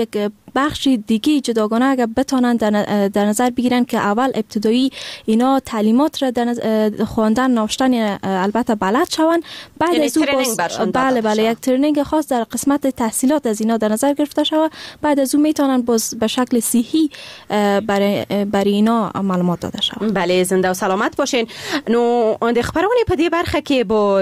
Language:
Persian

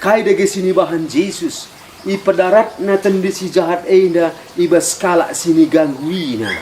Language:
Batak Karo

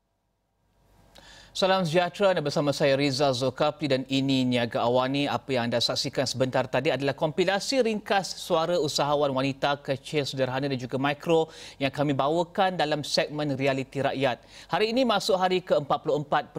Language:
Malay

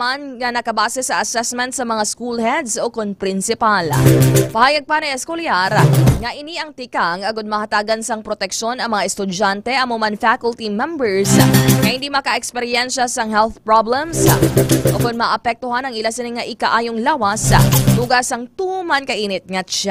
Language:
Hiligaynon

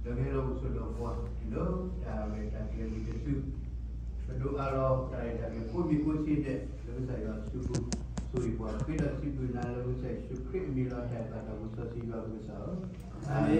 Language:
S'gaw Karen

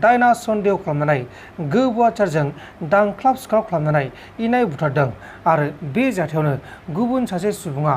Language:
Bodo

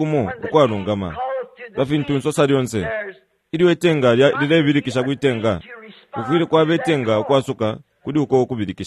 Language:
Bemba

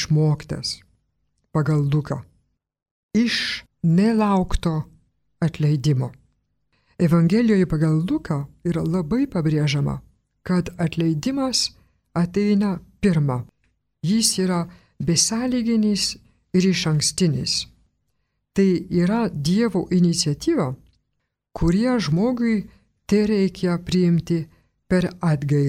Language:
Lithuanian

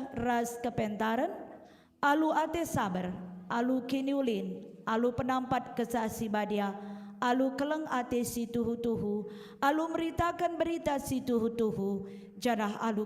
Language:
Batak Karo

